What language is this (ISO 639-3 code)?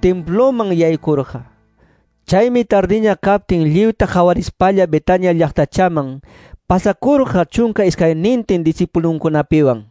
que